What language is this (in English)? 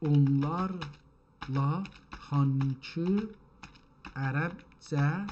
South Azerbaijani